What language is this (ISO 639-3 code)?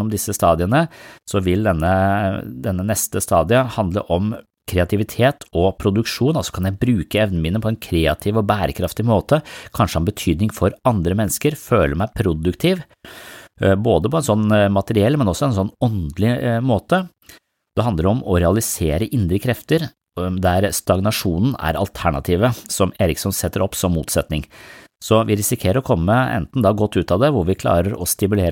nor